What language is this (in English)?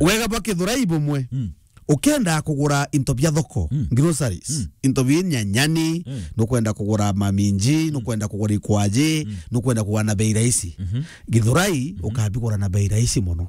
Meru